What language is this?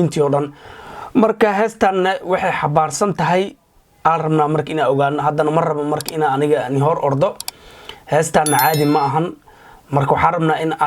Somali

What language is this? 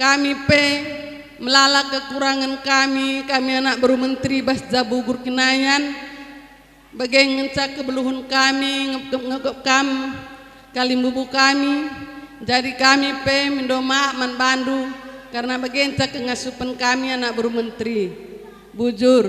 Batak Karo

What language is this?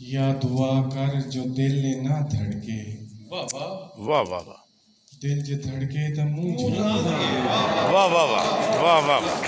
Saraiki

